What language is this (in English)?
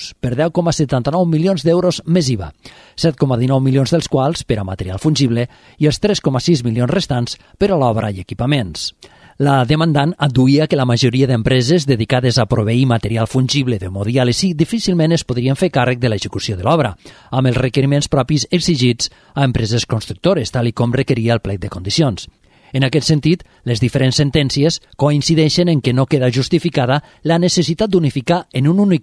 Catalan